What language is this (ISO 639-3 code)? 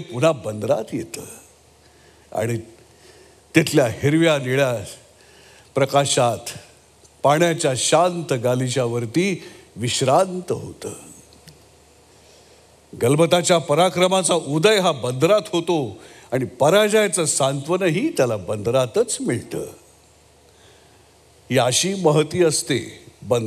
mar